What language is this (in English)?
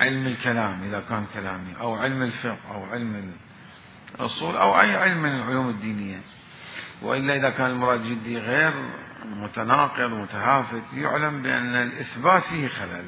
Mesopotamian Arabic